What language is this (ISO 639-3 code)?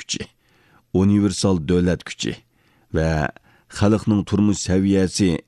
uig